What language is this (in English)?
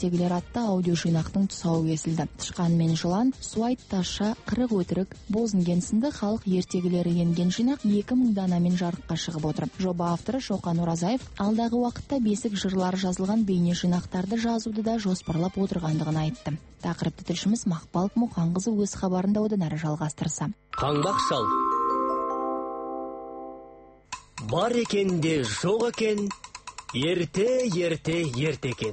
Kazakh